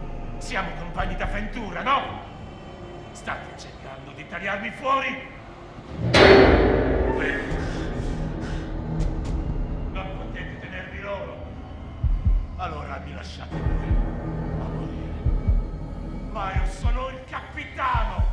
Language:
Italian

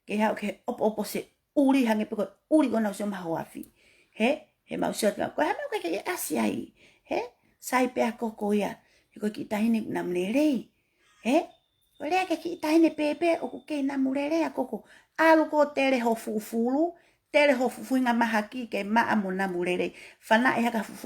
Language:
Tongan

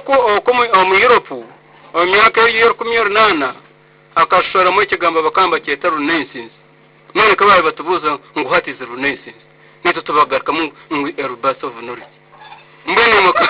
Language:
Nyankole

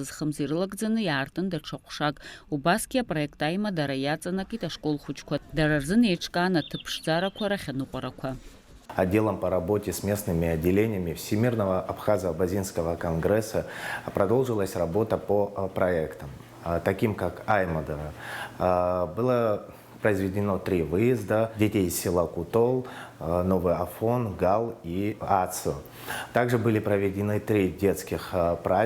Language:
Abkhazian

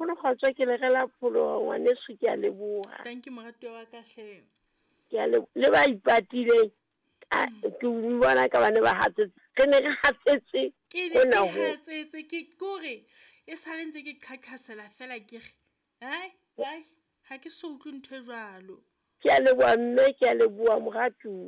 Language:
Southern Sotho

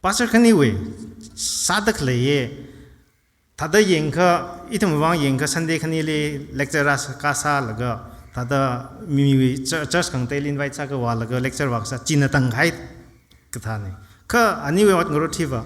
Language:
Tangkhul Naga (India)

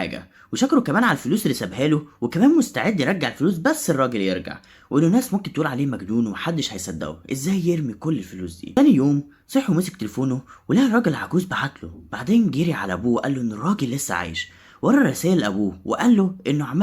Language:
Egyptian Arabic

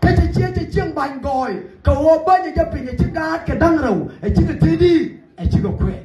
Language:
Nuer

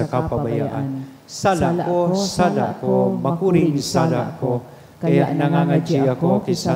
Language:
Bikol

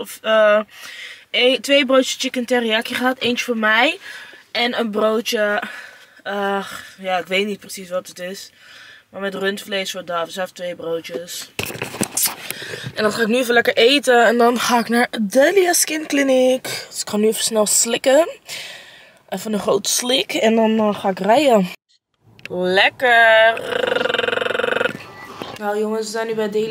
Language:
Dutch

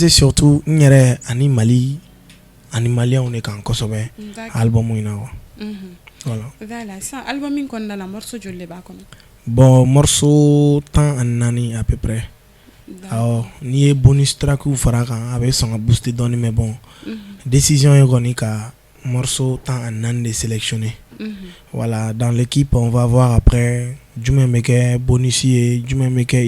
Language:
Bambara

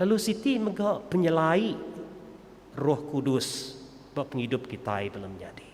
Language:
Iban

